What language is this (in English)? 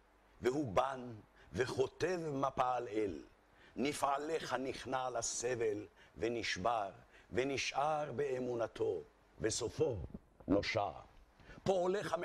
Hebrew